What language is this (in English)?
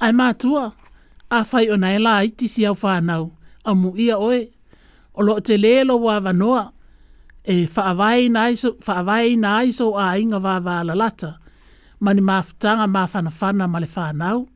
Samoan